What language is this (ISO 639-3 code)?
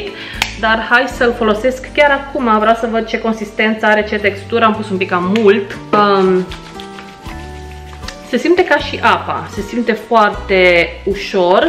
ron